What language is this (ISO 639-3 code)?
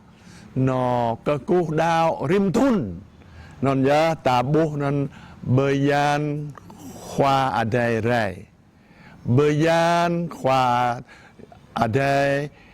jra